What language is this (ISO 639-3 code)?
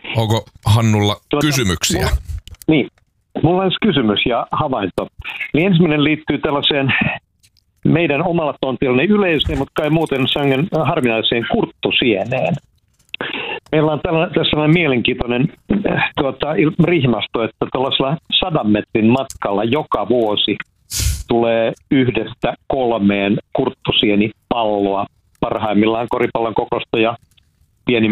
fin